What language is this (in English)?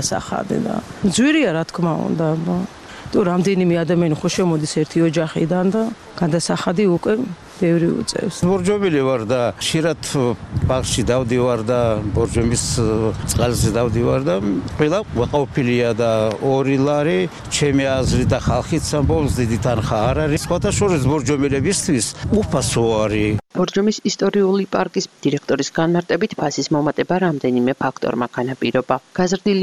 Georgian